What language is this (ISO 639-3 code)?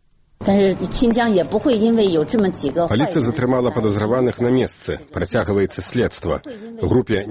bel